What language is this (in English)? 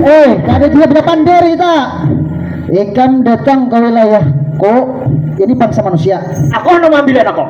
Banjar